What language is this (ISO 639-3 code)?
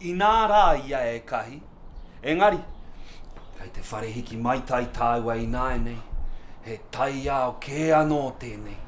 mri